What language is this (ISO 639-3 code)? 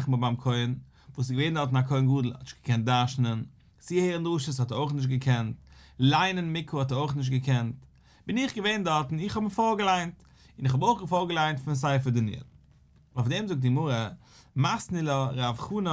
yid